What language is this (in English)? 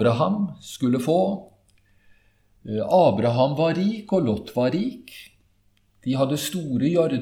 Norwegian